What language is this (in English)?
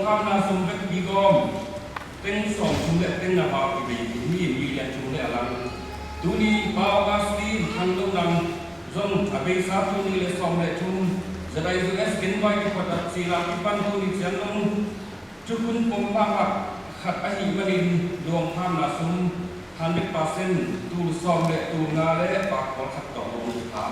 Tedim Chin